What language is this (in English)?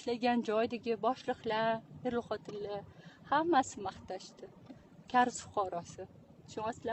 Uzbek